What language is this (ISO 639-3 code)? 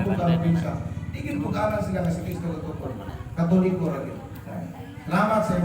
ceb